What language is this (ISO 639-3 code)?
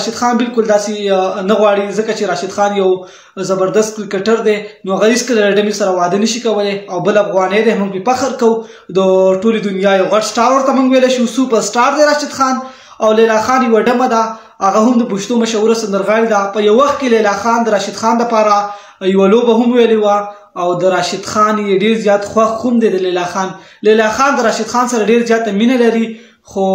pus